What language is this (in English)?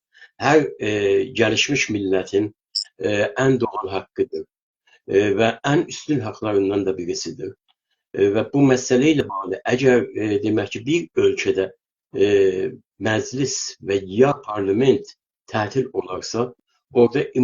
South Azerbaijani